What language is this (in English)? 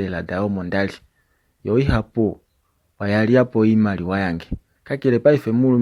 Kuanyama